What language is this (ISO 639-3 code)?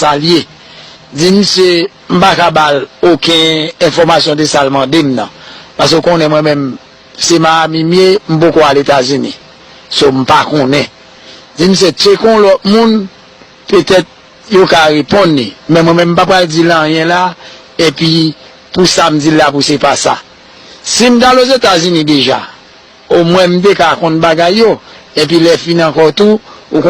hat